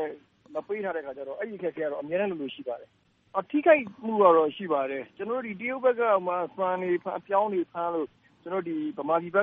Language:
Burmese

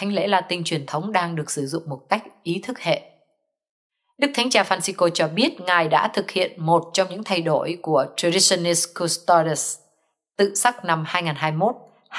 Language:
Vietnamese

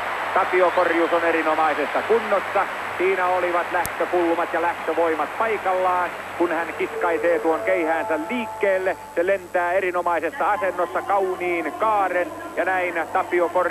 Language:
Finnish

